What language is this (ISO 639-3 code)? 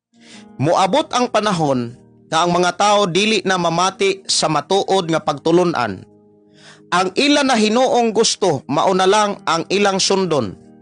ceb